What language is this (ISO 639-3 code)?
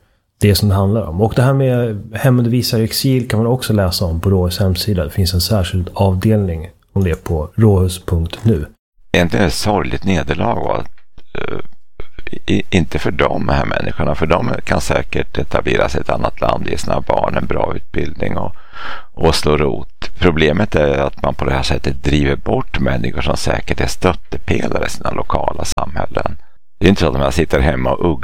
swe